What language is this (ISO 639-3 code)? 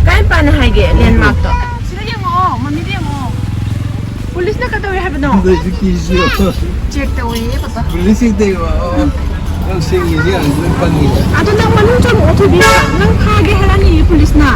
mni